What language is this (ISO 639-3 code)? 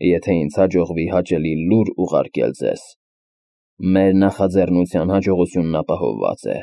hye